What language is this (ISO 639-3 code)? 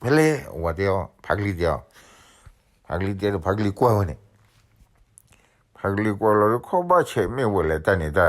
ksw